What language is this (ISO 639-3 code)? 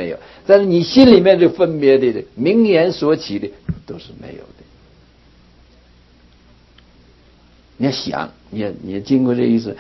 zho